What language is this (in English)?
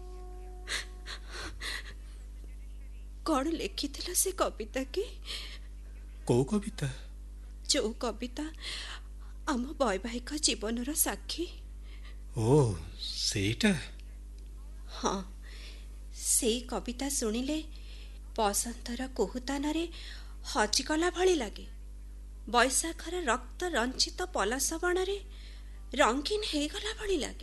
Odia